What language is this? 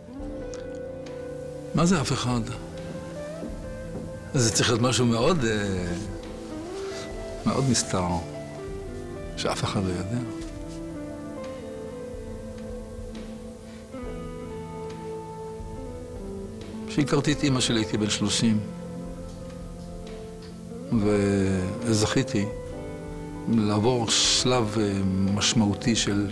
Hebrew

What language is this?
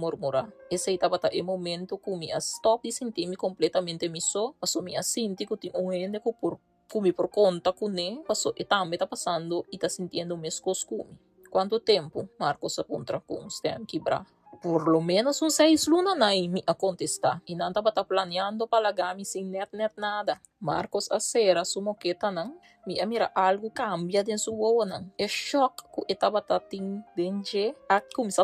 Papiamento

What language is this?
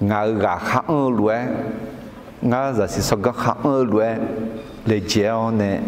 Akha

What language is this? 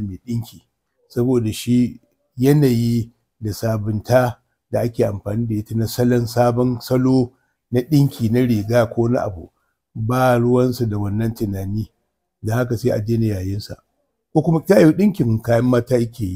Hausa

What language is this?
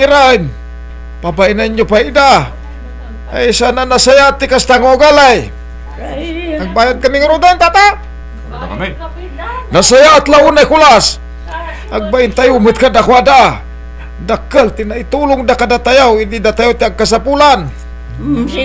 Iloko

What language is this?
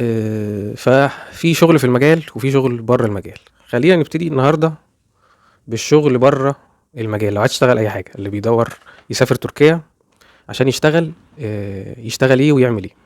Egyptian Arabic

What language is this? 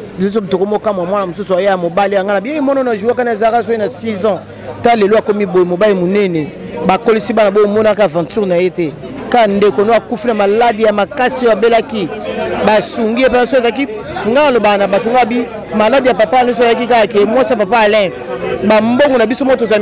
Lingala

